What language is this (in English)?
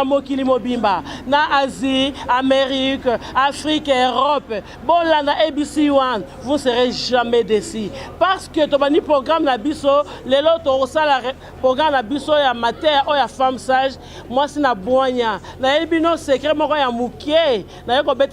Lingala